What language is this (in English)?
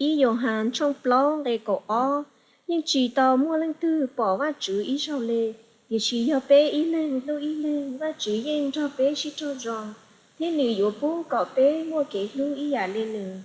Hmong